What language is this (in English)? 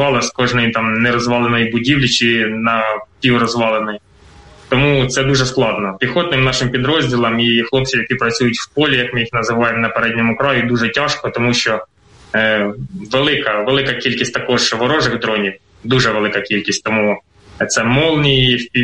Ukrainian